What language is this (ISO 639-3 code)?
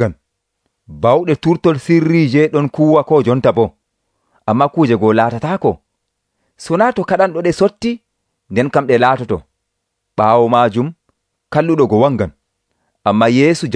fuv